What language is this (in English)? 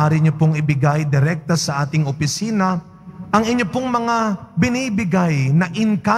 Filipino